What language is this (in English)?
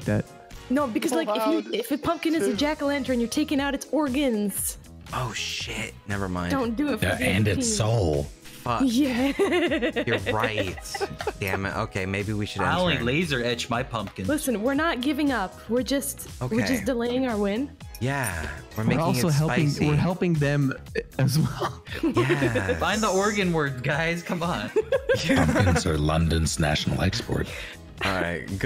English